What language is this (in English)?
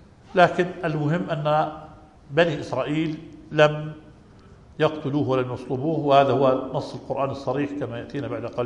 Arabic